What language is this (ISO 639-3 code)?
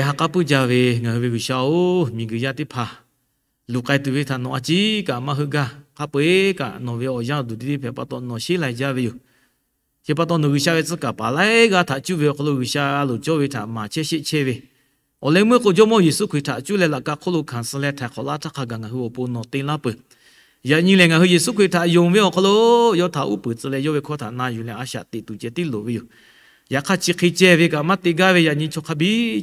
lhu